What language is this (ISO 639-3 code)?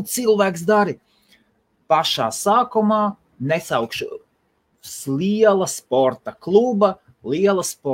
lav